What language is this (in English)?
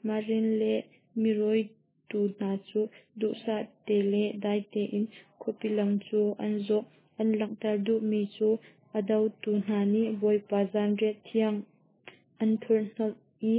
Hakha Chin